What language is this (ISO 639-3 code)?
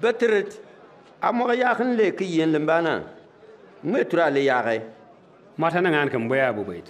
bim